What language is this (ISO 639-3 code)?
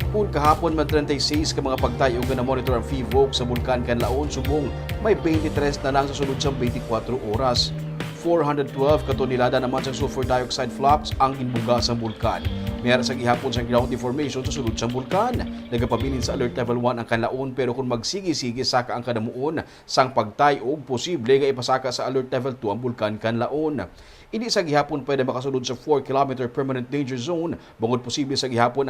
hil